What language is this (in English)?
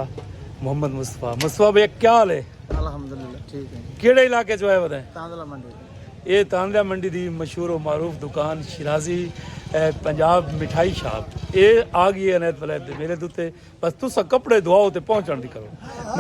Saraiki